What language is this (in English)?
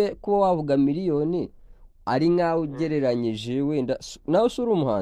Kinyarwanda